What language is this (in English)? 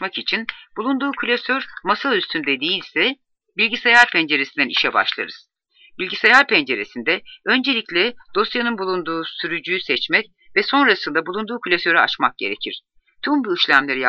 Turkish